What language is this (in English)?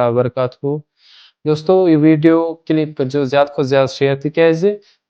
Kashmiri